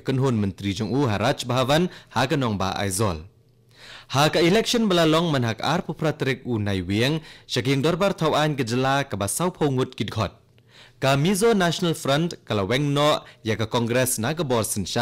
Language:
Khasi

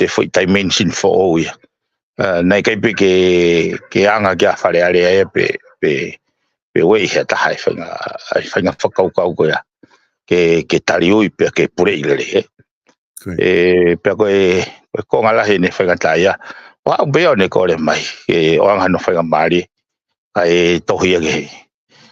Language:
Tongan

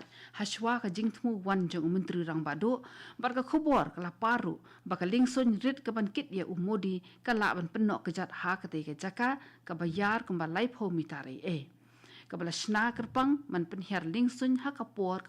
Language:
Khasi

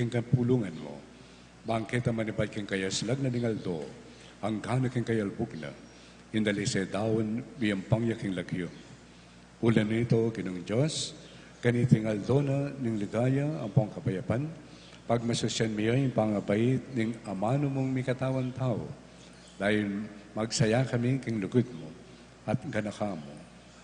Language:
Pampanga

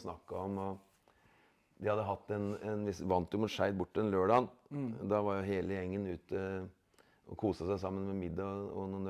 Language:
Norwegian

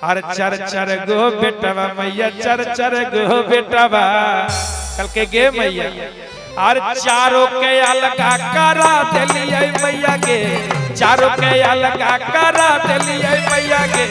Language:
Magahi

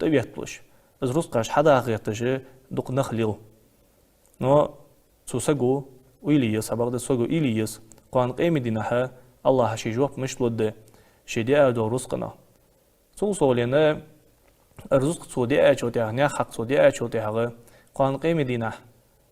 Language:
Ingush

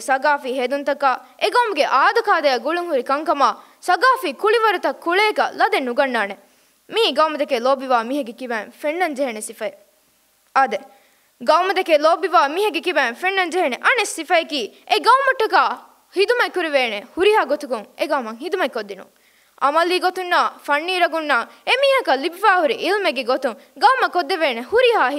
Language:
Divehi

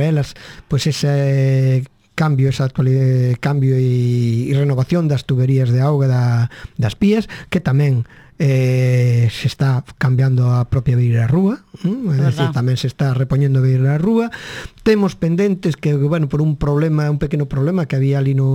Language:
Galician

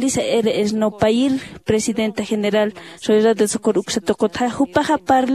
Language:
Aymara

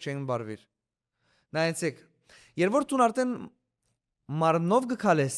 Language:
Western Armenian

